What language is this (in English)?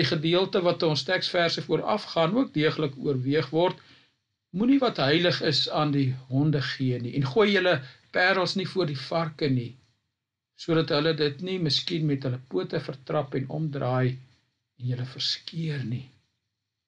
Afrikaans